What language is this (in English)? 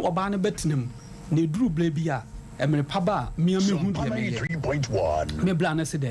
Akan